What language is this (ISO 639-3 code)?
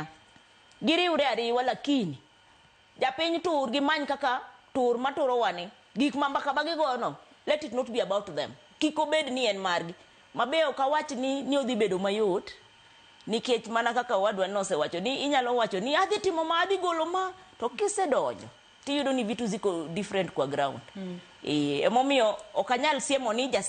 luo